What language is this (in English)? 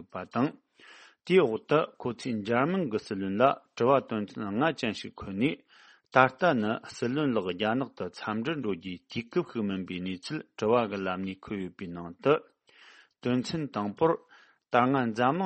Tibetan